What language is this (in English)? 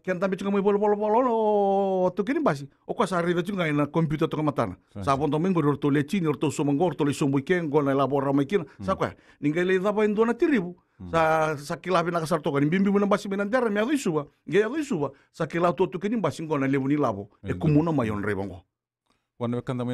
Fijian